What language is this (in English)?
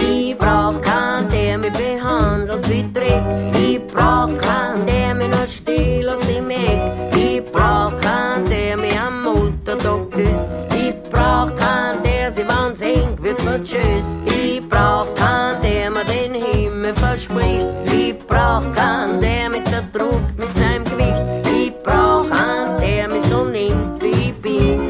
Bavarian